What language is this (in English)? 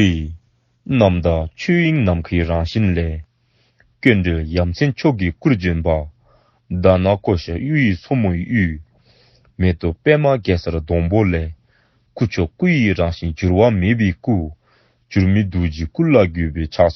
Dzongkha